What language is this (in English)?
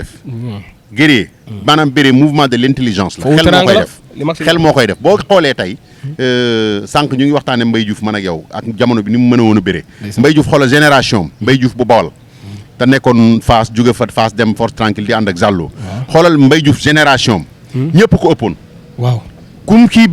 Wolof